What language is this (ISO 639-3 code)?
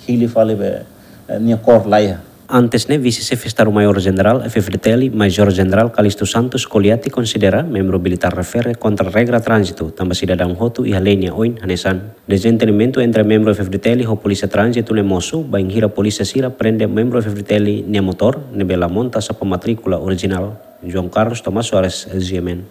tet